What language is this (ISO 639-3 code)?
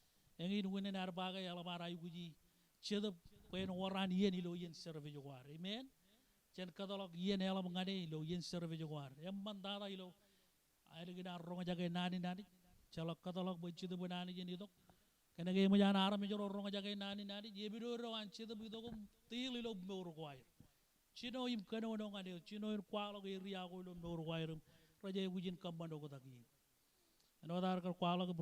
mah